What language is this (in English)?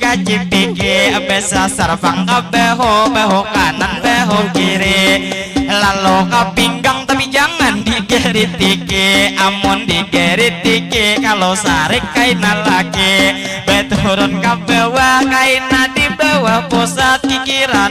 Banjar